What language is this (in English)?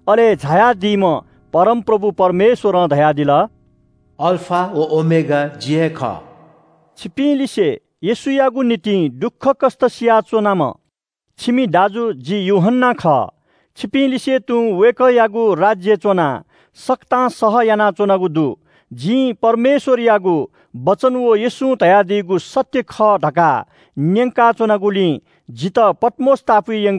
Newari